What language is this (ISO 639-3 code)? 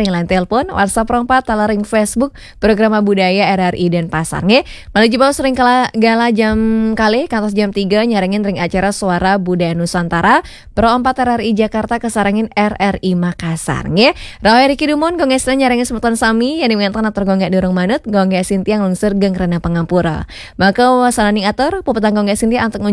ban